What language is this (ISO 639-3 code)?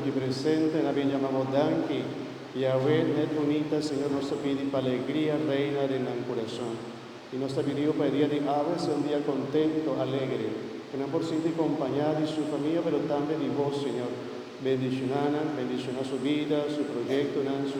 pap